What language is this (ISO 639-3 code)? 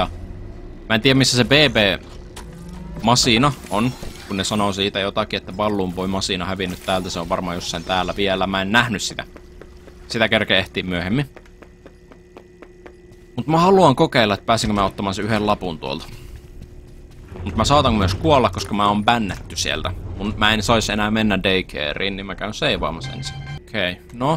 fin